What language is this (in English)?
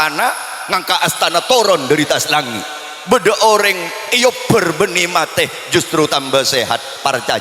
Madurese